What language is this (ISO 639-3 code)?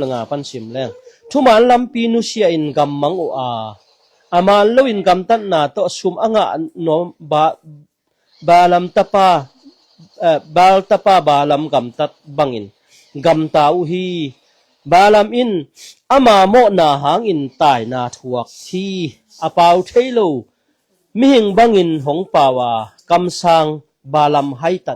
ctd